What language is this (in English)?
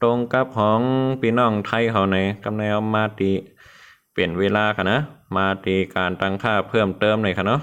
Shan